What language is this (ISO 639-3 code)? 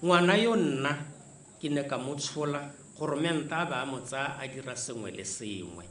tsn